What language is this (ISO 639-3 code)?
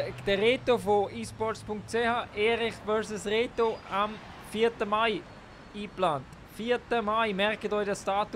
gsw